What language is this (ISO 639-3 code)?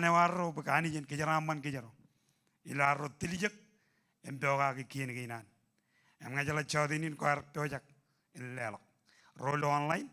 mah